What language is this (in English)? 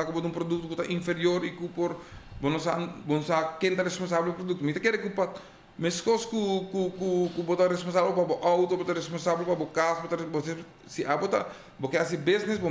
Papiamento